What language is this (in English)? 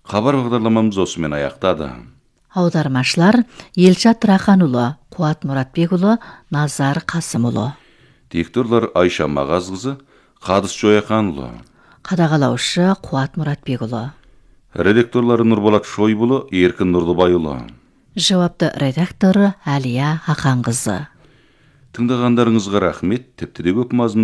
Kyrgyz